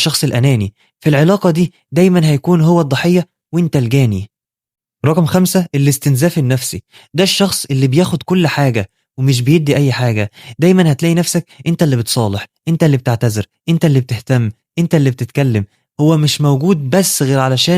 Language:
Egyptian Arabic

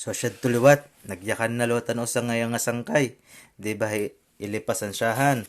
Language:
Waray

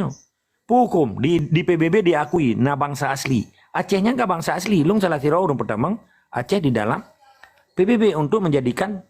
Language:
Achinese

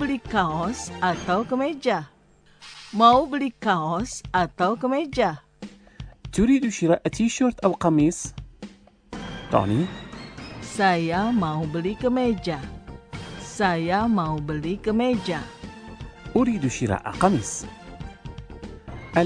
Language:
Indonesian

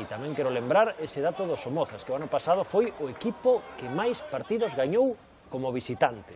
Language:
Galician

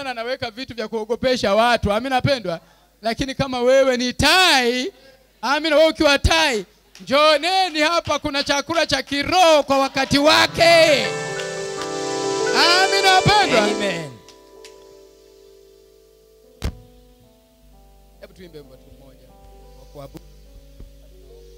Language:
Swahili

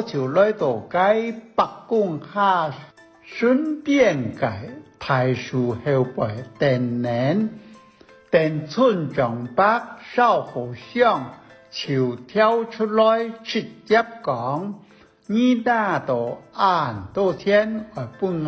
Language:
Hakka Chinese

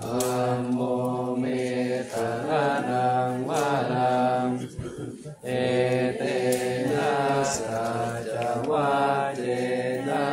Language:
Pali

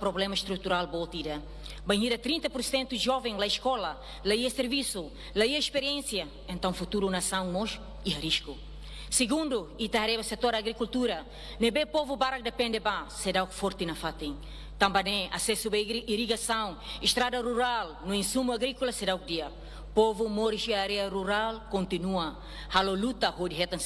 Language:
Tetum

